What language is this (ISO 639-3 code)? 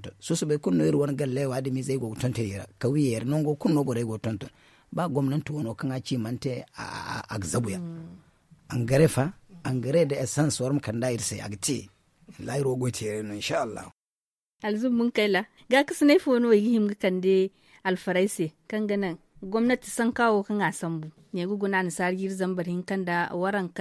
dje